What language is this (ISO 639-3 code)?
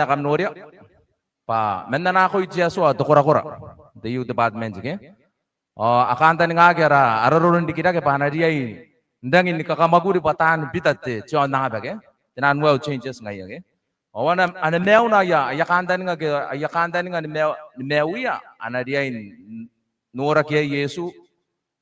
gil